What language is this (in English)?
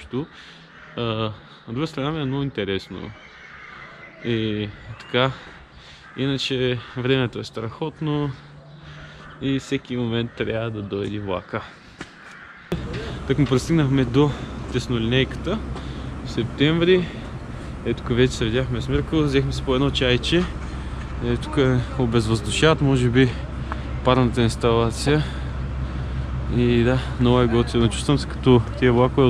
Bulgarian